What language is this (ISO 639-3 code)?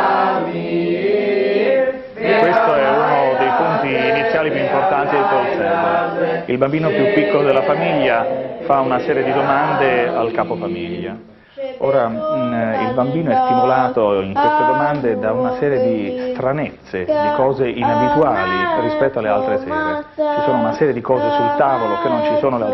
ita